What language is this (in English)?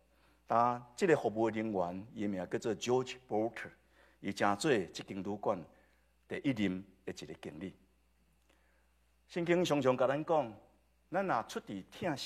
Min Nan Chinese